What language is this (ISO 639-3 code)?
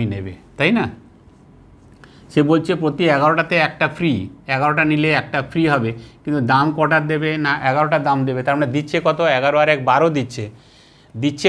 ben